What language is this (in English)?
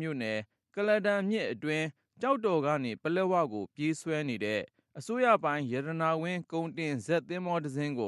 Burmese